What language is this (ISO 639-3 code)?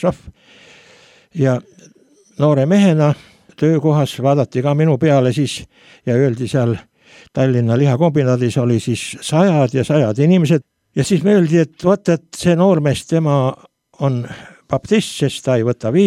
est